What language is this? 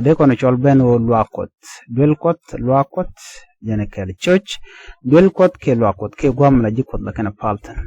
Nuer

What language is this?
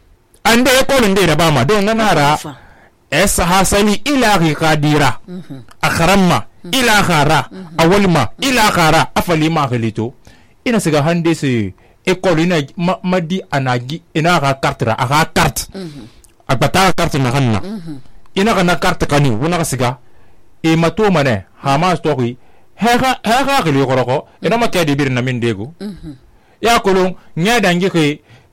Susu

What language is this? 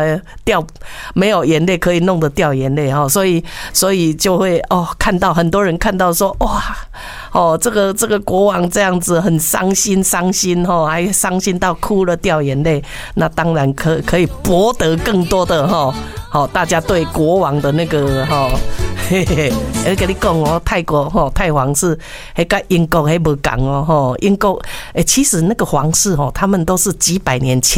Chinese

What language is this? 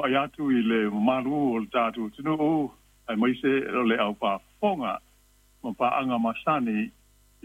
Samoan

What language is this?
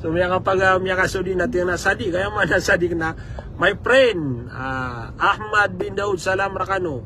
Maranao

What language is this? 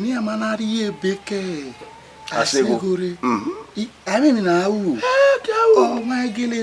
Bini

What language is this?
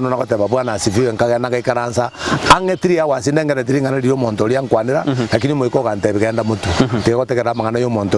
Gusii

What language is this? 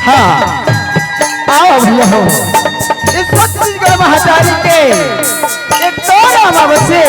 Chhattisgarhi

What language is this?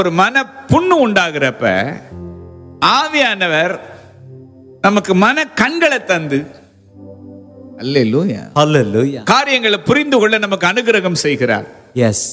Tamil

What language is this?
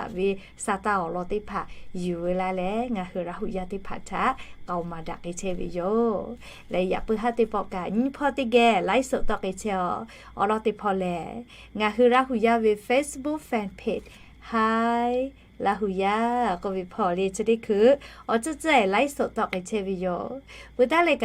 Lahu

